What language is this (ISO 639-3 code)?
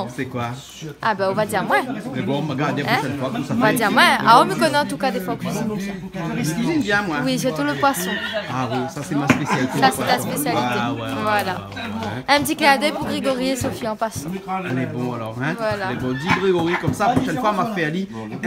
rcf